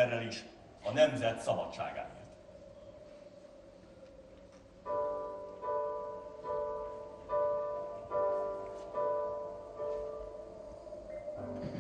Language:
Hungarian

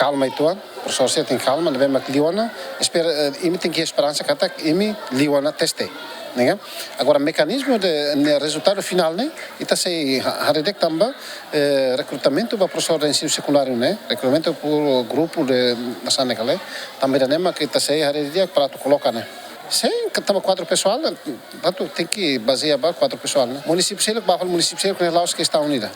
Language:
Tetum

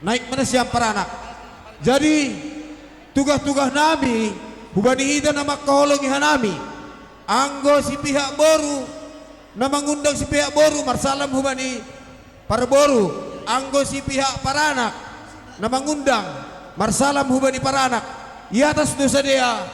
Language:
Batak Simalungun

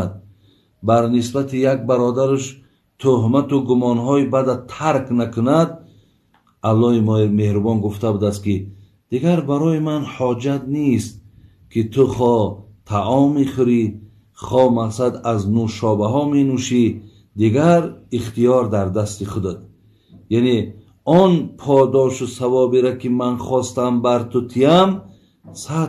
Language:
Tajik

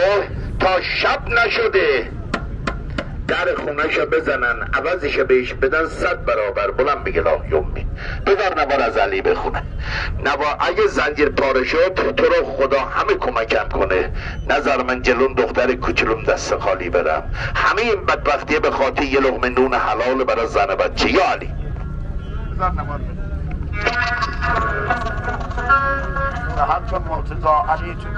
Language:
Persian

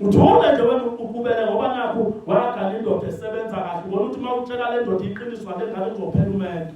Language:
Zulu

